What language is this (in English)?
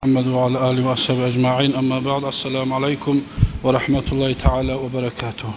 Kumyk